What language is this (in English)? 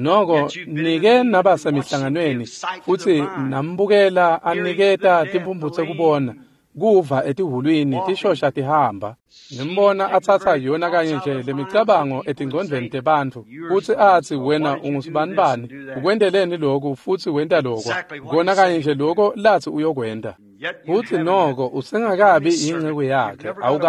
Swati